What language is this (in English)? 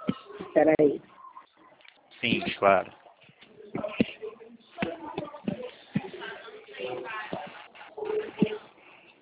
Portuguese